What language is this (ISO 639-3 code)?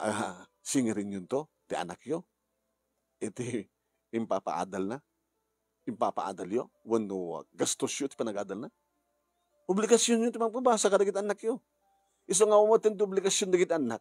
ilo